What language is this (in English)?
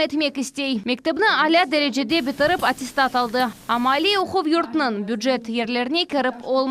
Crimean Tatar